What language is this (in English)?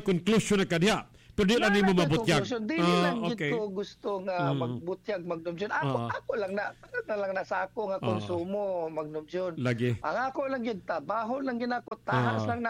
Cebuano